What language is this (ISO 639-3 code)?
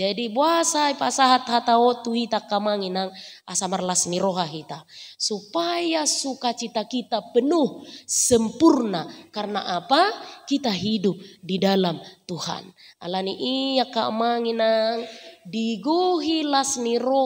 bbc